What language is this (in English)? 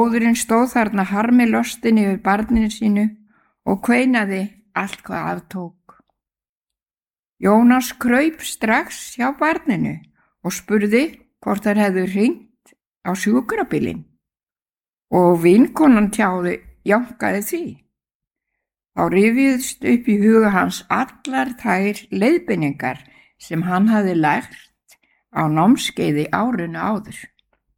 Icelandic